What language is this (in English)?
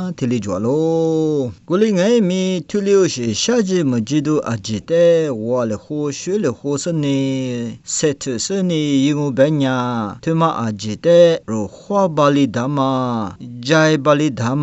Lisu